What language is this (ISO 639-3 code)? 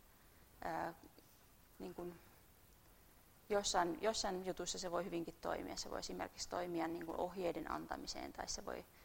fin